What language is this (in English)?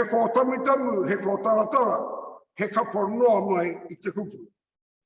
Māori